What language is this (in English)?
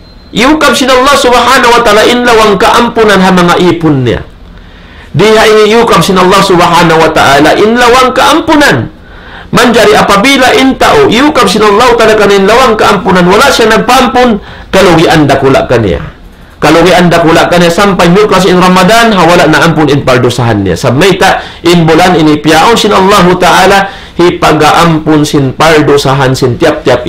Tausug